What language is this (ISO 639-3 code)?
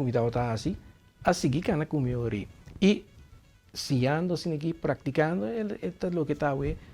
pap